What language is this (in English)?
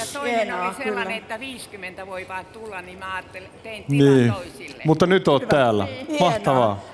Finnish